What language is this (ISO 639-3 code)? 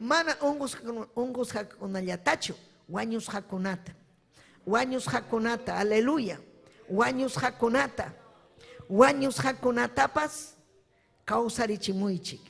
quy